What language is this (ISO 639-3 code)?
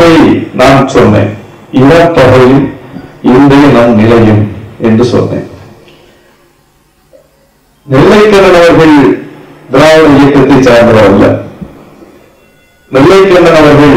tam